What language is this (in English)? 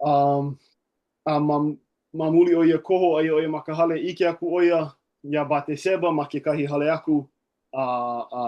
Hawaiian